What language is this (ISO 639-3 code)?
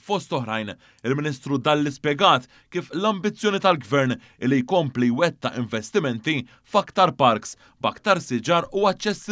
mlt